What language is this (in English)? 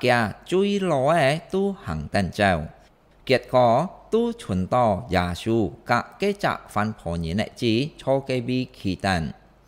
Hakka Chinese